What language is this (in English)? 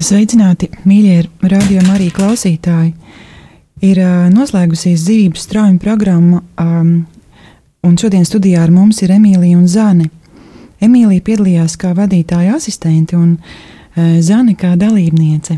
Latvian